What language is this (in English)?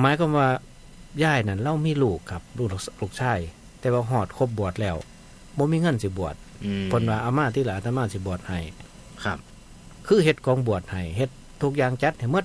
Northeastern Thai